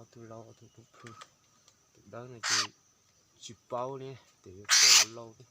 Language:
Hmong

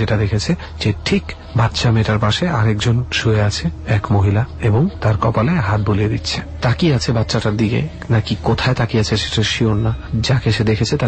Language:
Bangla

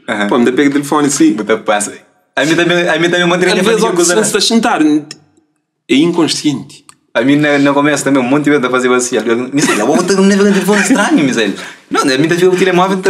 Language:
Kabuverdianu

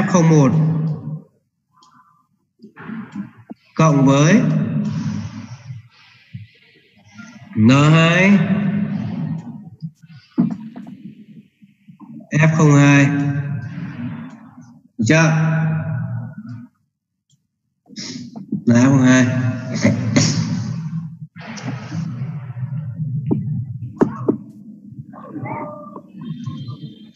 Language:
Vietnamese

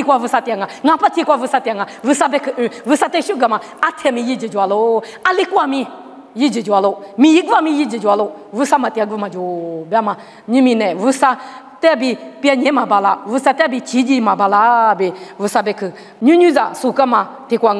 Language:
Lisu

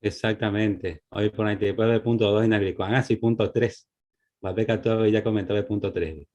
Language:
Guarani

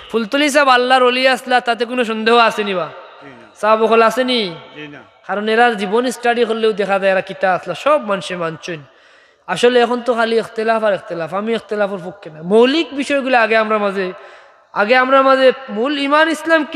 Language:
Sylheti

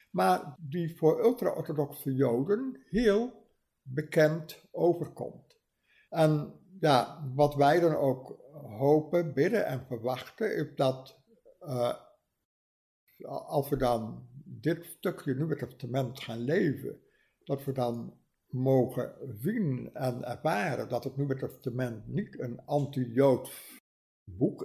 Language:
Dutch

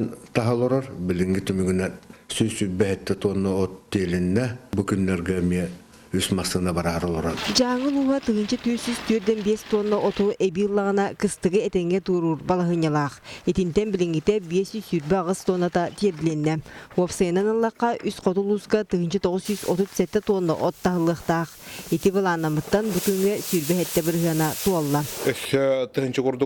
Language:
Yakut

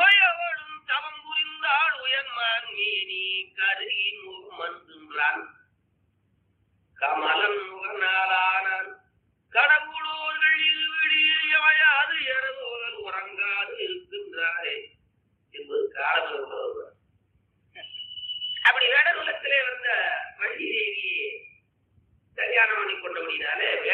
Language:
Tamil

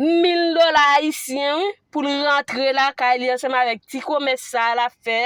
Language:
Haitian Creole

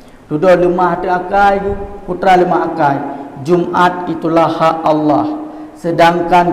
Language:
Achinese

